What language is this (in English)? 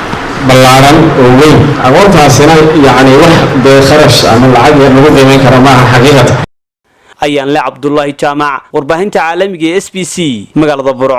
Somali